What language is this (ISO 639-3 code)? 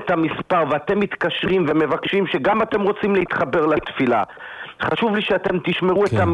heb